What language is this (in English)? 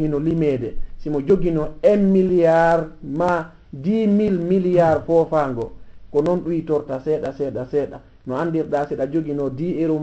Fula